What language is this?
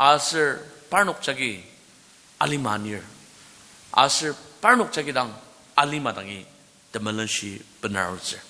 Ao Naga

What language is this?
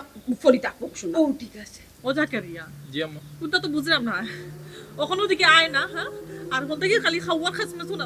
Sylheti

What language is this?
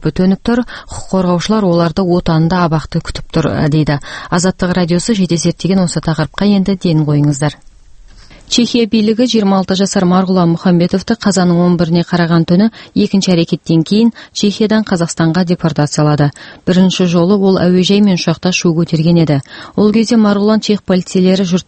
Kazakh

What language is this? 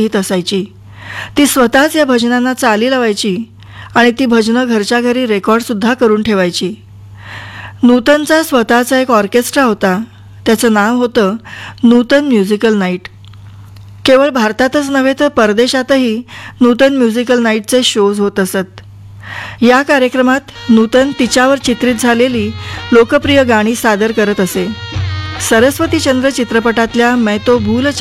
Marathi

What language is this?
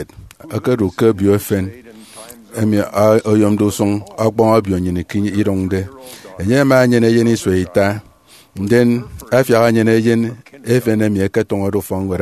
Efik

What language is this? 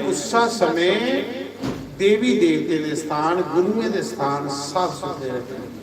Dogri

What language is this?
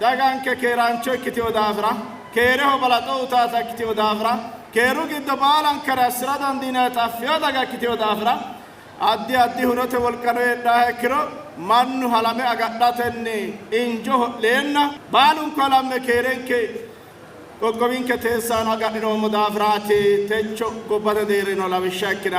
Sidamo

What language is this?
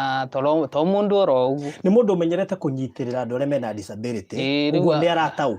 Kikuyu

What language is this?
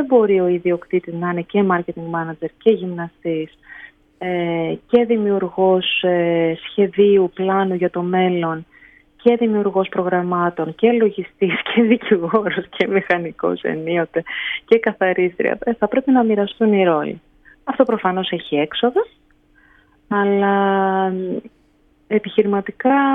Greek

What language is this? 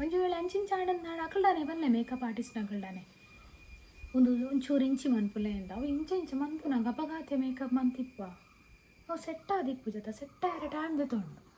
Tulu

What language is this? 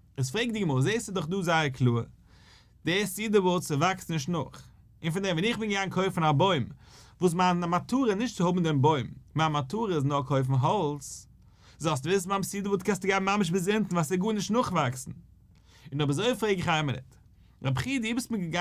Yiddish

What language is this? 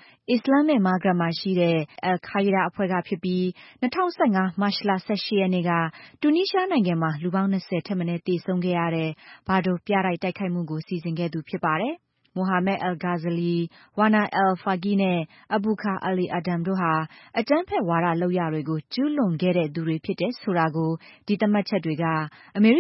Burmese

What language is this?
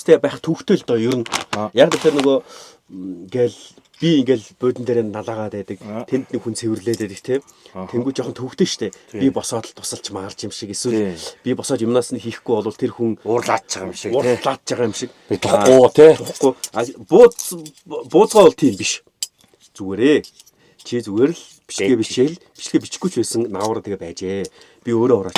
Mongolian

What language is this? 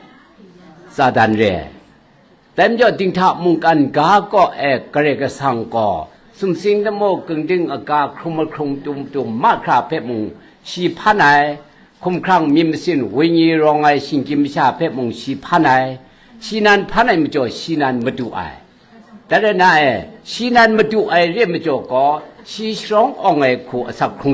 Kachin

